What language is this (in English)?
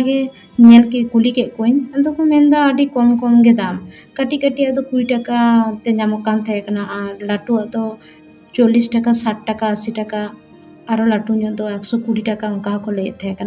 Santali